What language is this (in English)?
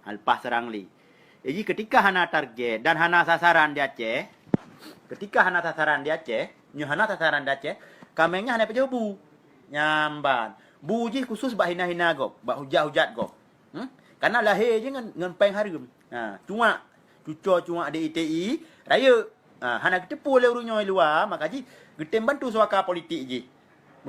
Achinese